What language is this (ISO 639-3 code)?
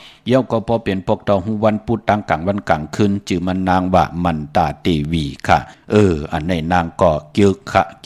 shn